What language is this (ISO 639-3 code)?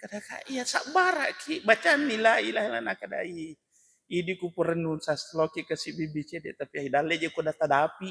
bug